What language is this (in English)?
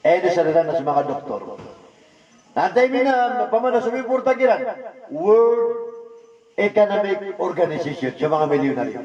Maranao